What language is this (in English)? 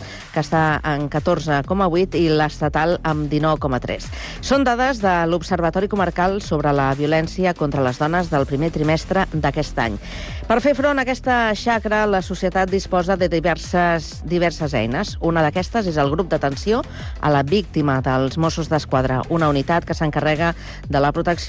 Catalan